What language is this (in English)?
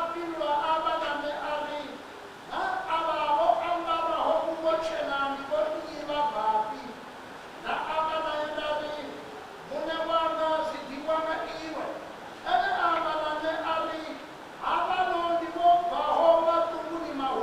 Venda